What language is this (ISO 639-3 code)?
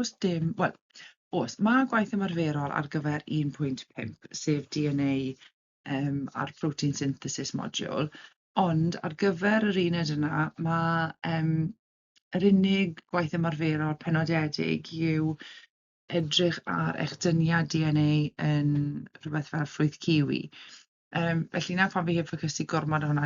cym